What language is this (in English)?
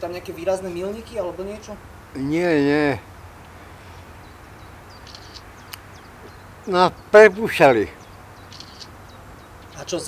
Slovak